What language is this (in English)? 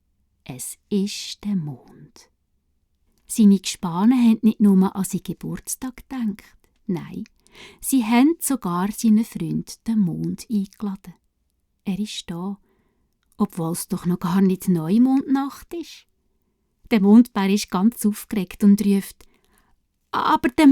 Swiss German